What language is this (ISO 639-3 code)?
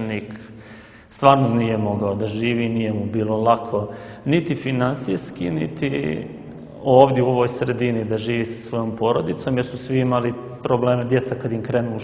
srp